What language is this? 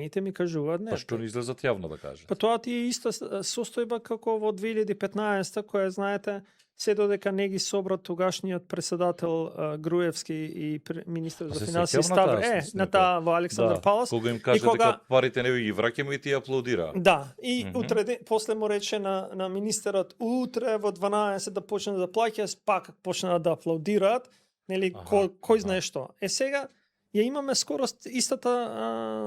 Macedonian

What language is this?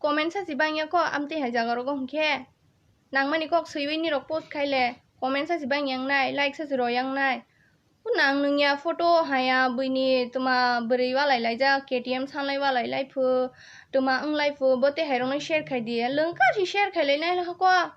Kok Borok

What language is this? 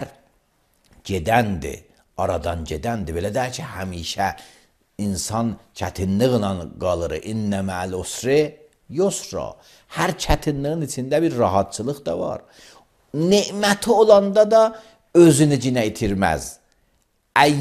Azerbaijani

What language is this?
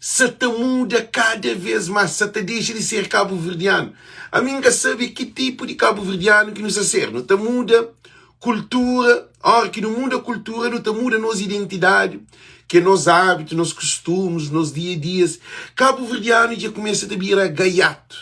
Kabuverdianu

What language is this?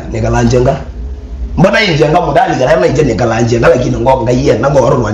Kamba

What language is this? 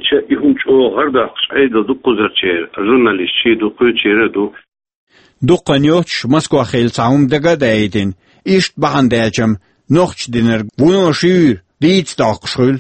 Chechen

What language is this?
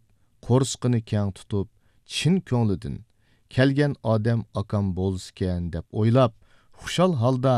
Uyghur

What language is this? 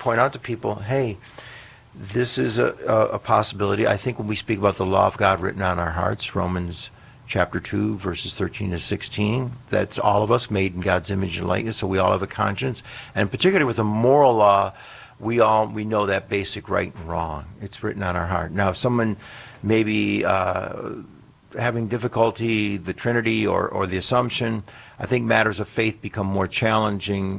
English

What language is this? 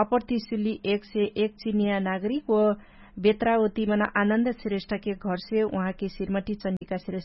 Dangaura Tharu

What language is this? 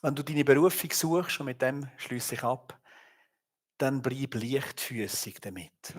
Swiss German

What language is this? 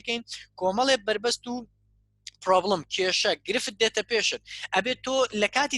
Central Kurdish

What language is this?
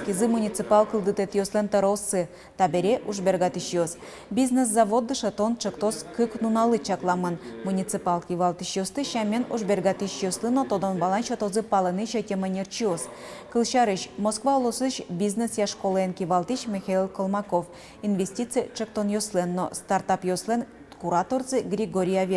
Udmurt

